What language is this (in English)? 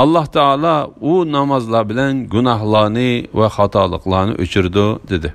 Uyghur